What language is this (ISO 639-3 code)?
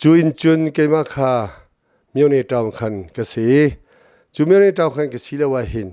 cnh